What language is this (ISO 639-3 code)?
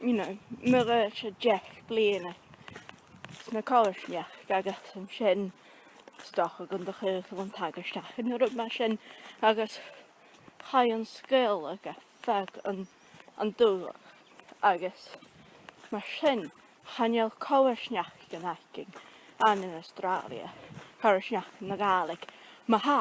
gla